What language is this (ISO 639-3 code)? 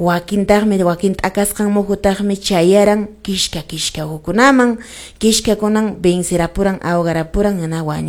que